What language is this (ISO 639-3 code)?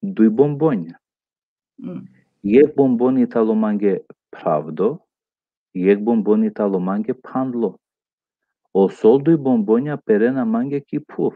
rmn